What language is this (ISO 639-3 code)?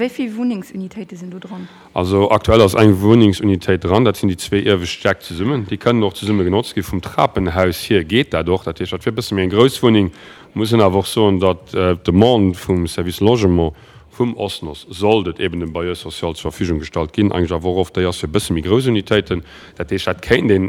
ltz